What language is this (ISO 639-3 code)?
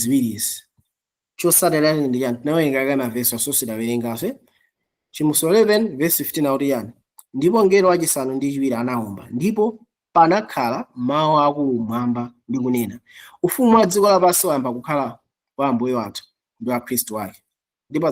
nya